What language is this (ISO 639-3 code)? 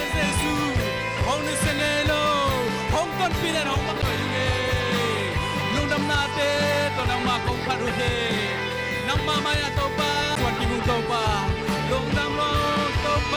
ctd